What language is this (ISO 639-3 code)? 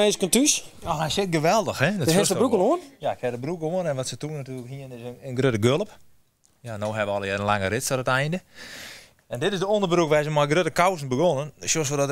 fry